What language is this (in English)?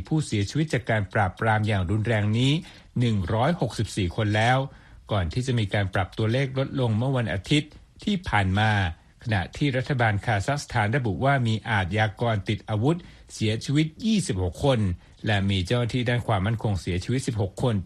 Thai